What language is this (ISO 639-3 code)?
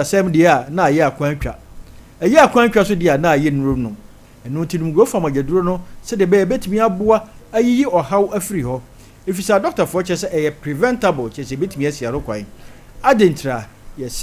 aka